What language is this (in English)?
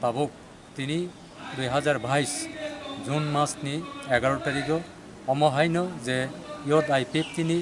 Kok Borok